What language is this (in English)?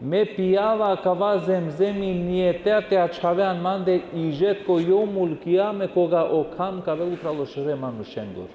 Balkan Romani